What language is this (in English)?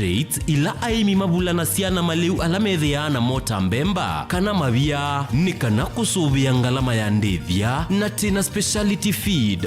Kamba